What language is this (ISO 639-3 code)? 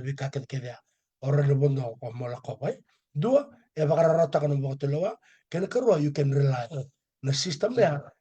fij